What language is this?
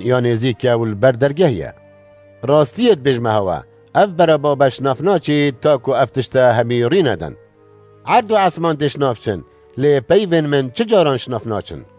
Kurdish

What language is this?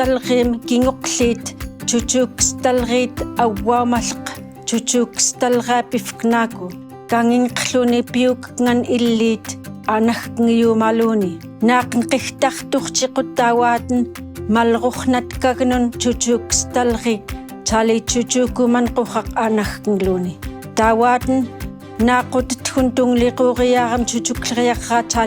Central Yupik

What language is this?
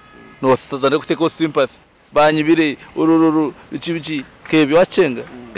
Nyankole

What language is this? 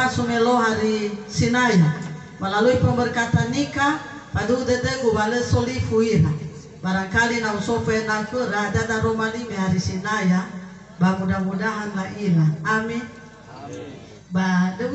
Nias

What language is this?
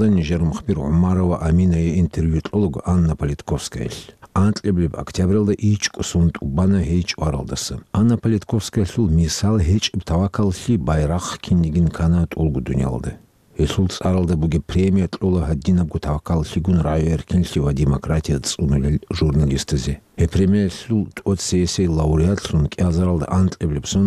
Avaric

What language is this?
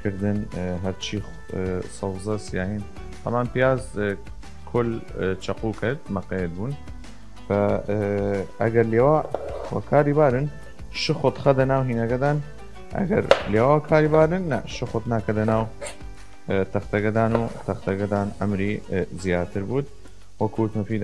Southern Kurdish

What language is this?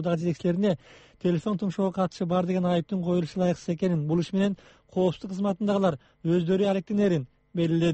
Kyrgyz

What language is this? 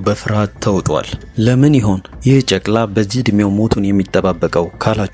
Amharic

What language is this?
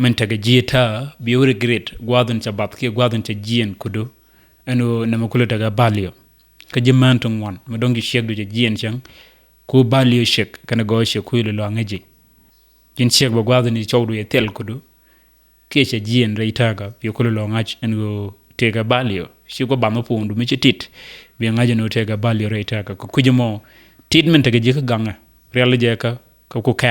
Nuer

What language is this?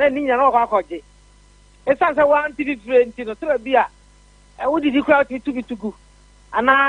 Akan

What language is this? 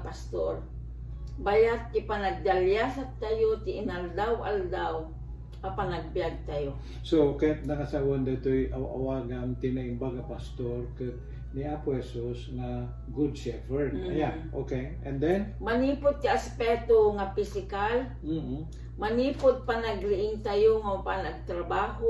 Iloko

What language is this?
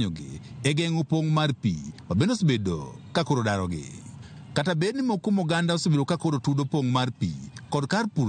Luo (Kenya and Tanzania)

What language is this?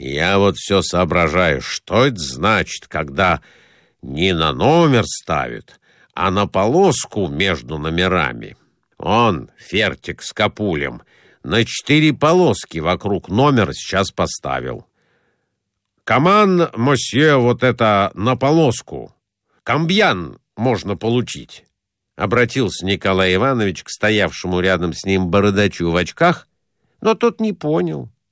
Russian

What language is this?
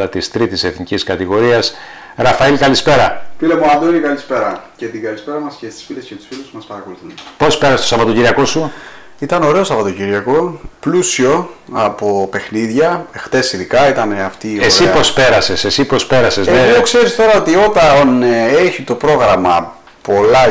Greek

